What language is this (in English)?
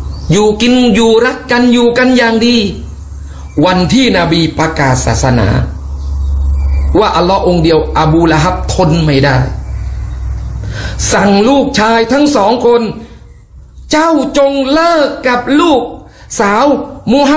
Thai